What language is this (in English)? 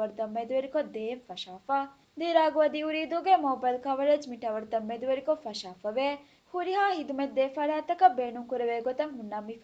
Divehi